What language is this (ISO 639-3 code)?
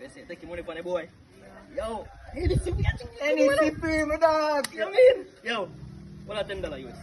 jam